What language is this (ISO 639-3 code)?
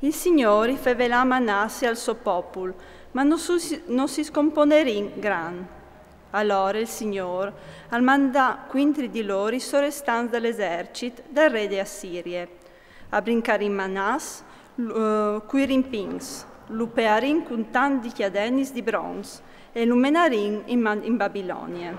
fur